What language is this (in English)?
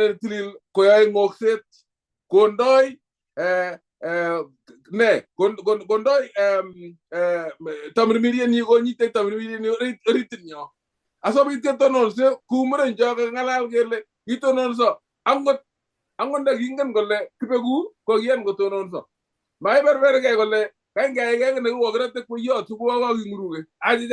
Kalenjin